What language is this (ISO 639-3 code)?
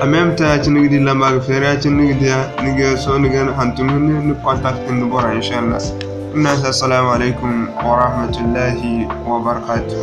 dje